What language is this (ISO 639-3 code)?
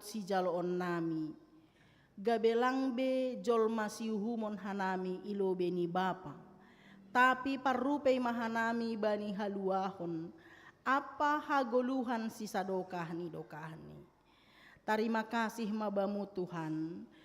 bts